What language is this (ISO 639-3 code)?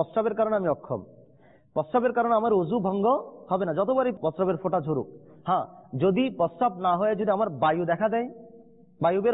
ben